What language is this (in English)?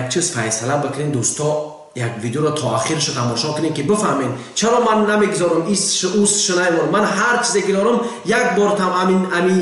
Tajik